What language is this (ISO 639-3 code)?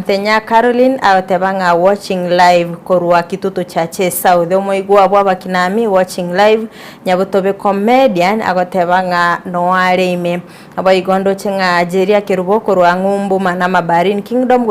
guz